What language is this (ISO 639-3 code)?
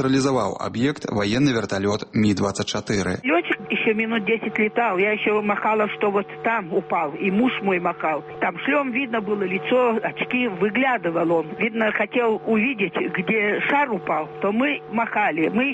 bel